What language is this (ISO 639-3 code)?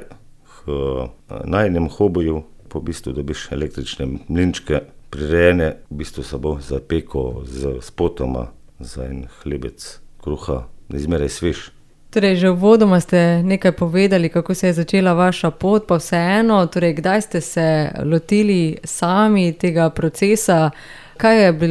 slv